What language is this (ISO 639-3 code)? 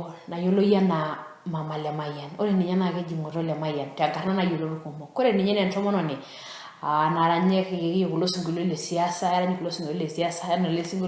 mas